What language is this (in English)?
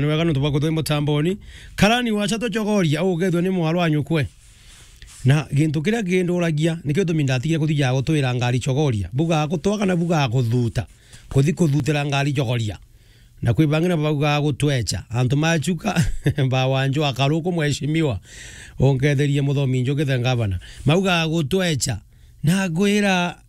Meru